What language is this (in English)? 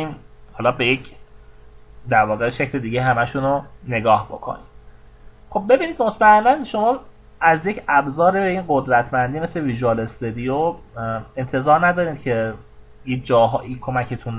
Persian